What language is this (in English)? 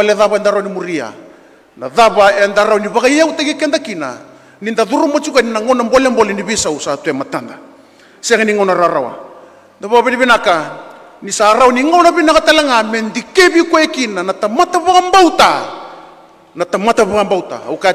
Fijian